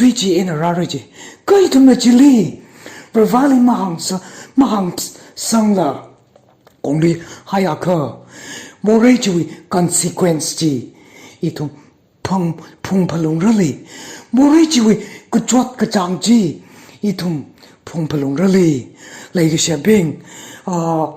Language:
Tangkhul Naga (India)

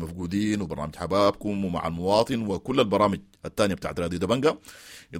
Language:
Sudanese Arabic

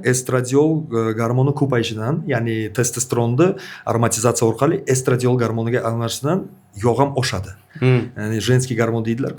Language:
Uzbek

